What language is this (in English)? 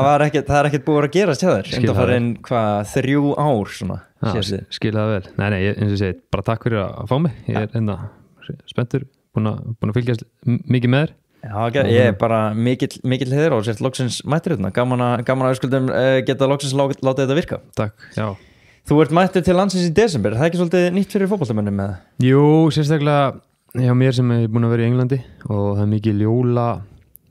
Icelandic